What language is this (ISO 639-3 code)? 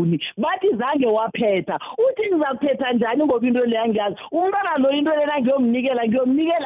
nbl